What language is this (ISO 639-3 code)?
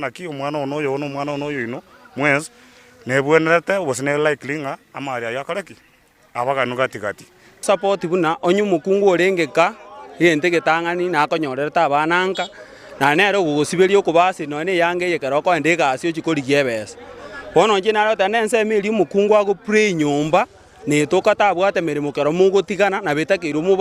guz